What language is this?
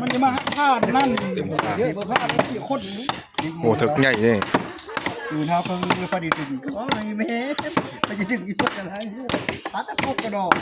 Northeastern Thai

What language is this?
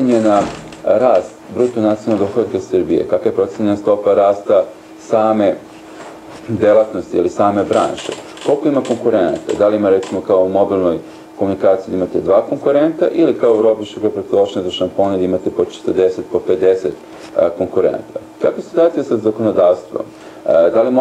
Serbian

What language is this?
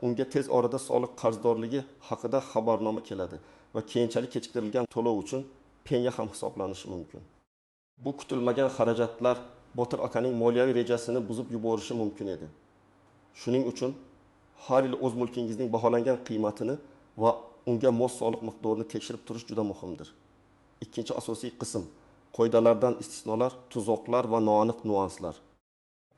Uzbek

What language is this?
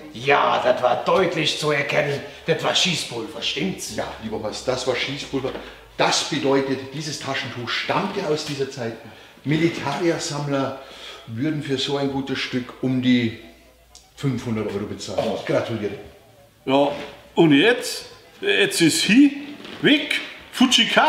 Bavarian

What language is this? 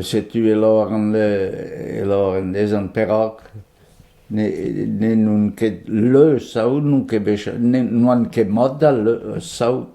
Breton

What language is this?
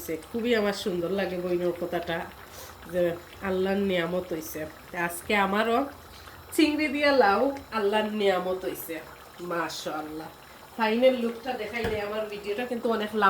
Sylheti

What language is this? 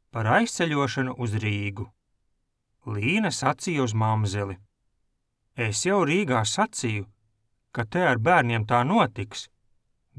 Latvian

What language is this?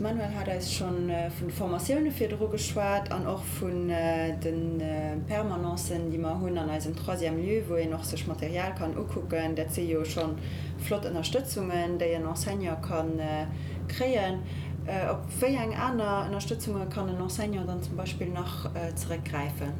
Luxembourgish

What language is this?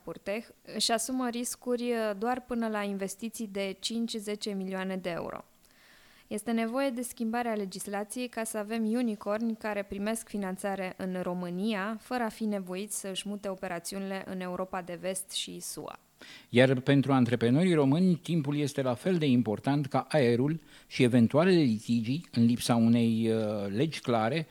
Romanian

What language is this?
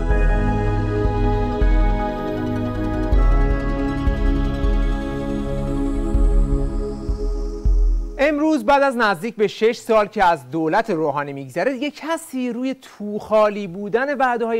Persian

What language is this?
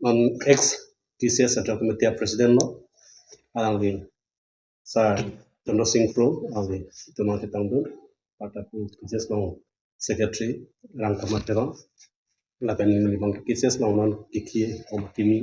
Karbi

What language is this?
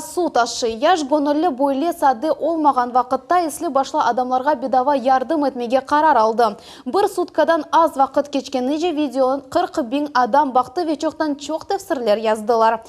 Crimean Tatar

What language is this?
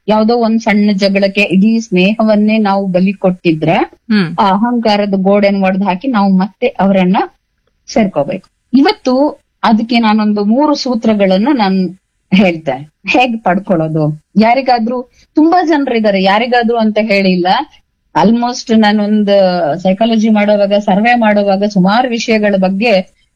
Kannada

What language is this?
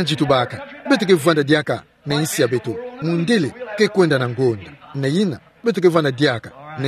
Kituba (Democratic Republic of Congo)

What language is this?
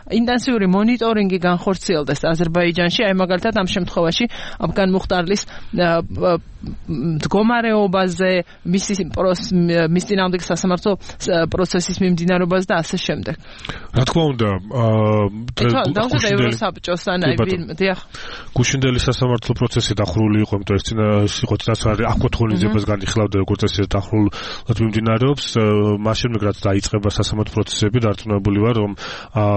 Georgian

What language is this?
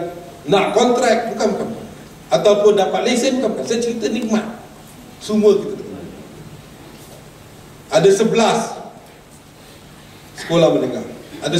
Malay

